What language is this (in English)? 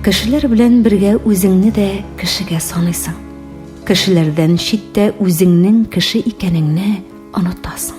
Tatar